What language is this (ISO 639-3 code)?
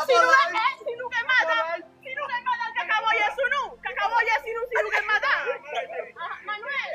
hat